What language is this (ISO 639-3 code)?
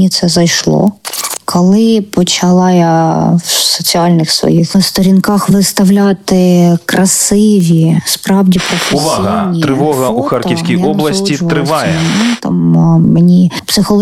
ukr